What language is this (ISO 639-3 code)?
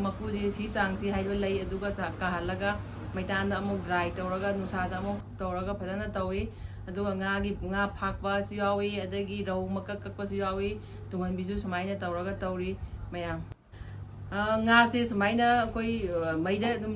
mni